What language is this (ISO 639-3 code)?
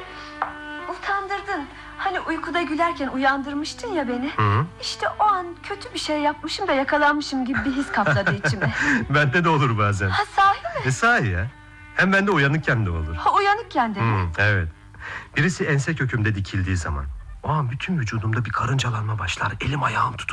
tur